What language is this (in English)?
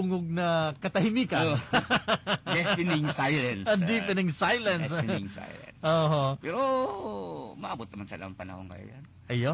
Bikol